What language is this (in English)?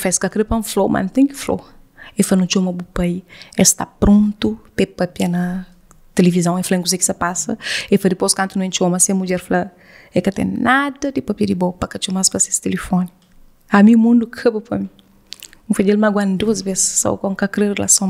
Kabuverdianu